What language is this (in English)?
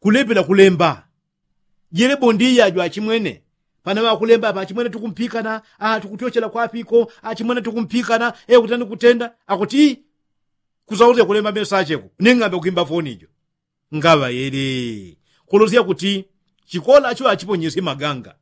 Yao